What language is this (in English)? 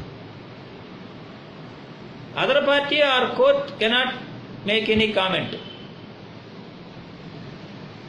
Telugu